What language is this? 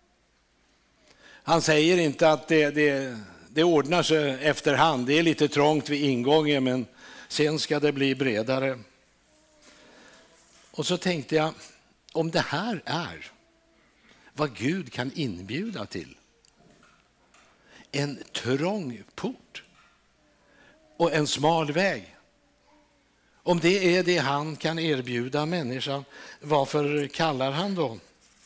Swedish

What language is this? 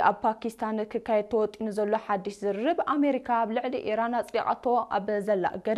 Tigrinya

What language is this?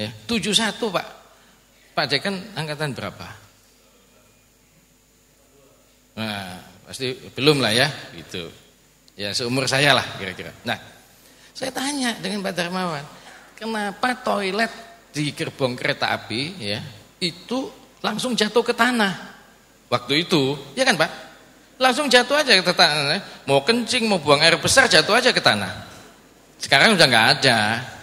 Indonesian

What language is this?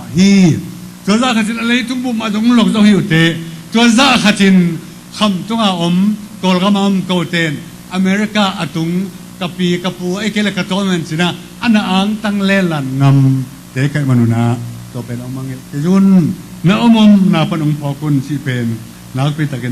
Tedim Chin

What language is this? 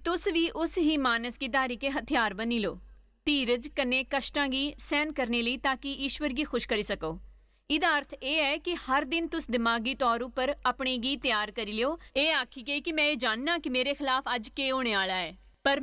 Dogri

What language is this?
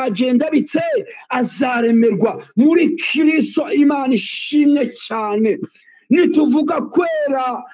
Kinyarwanda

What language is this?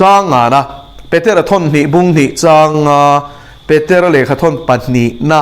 Mizo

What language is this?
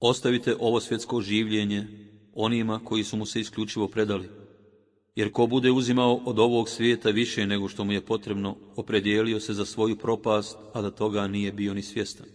Bosnian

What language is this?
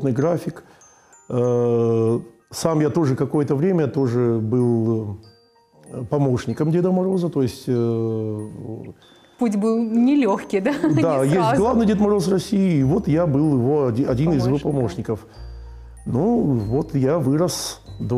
Russian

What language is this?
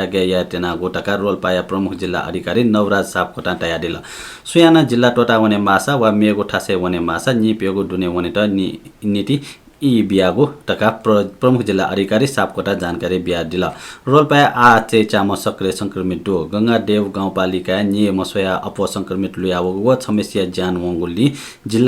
Newari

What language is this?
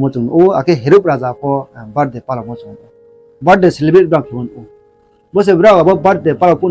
Riang (India)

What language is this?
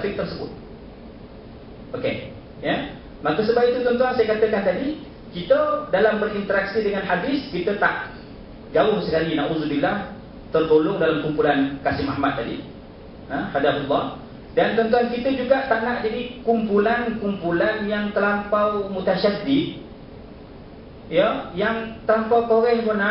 Malay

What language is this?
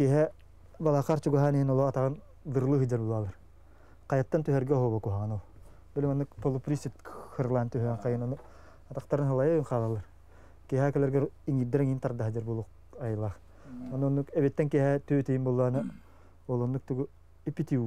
Yakut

